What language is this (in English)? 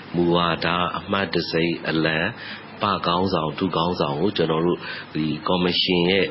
Burmese